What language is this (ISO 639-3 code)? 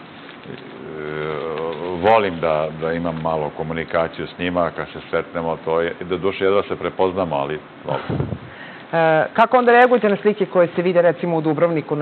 srp